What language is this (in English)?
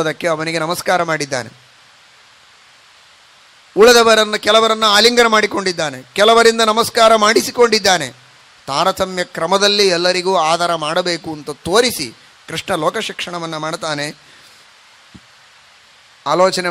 Kannada